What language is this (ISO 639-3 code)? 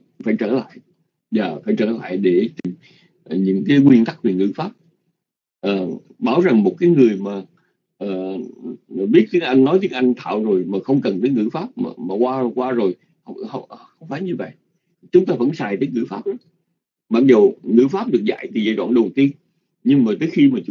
vie